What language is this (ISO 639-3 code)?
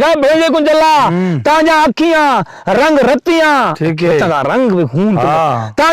skr